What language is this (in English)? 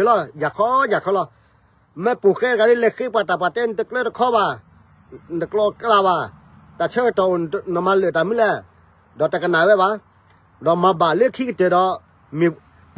S'gaw Karen